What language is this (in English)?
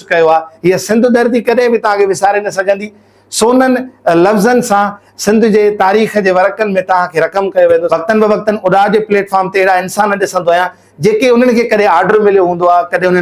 Sindhi